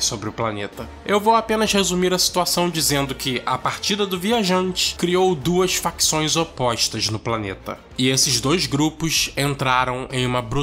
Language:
Portuguese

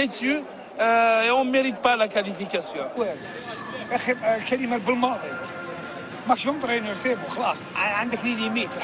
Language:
Algerian Arabic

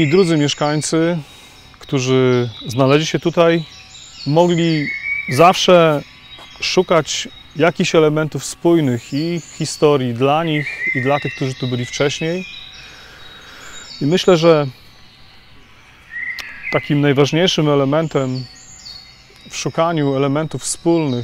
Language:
Polish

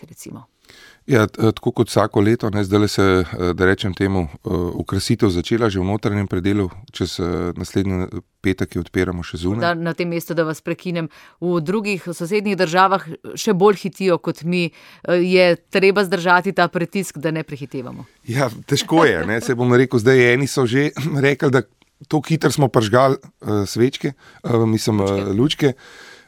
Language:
Slovenian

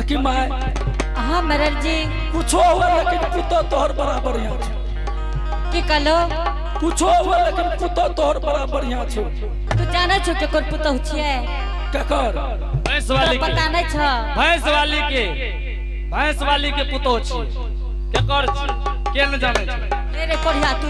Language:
Angika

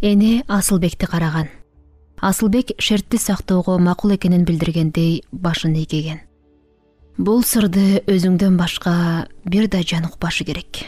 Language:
Kyrgyz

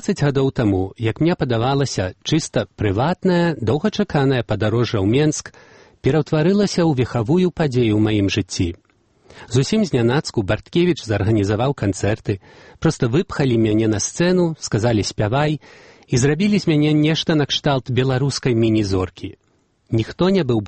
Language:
Belarusian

